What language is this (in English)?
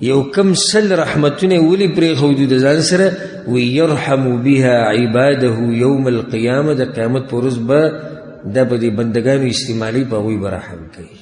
Pashto